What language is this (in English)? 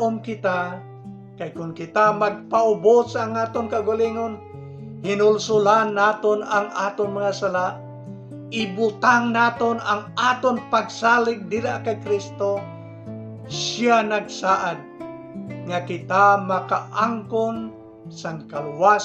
Hiligaynon